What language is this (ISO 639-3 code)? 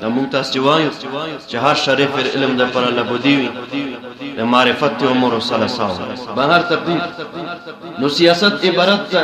pus